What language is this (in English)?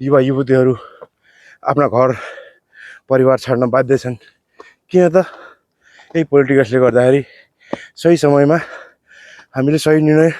Nepali